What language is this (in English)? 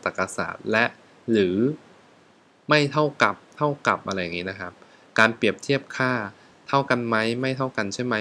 Thai